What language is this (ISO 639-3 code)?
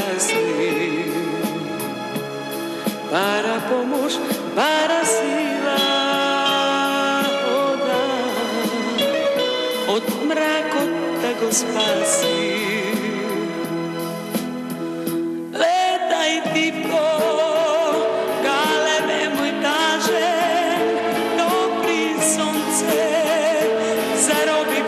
mkd